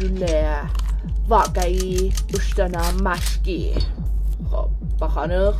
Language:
South Azerbaijani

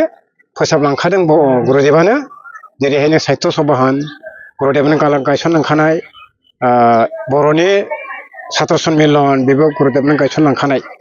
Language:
Bodo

